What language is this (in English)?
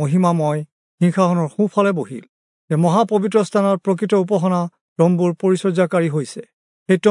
Assamese